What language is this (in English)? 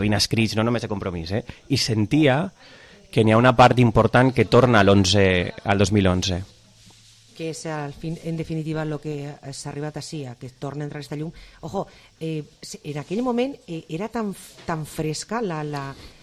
Catalan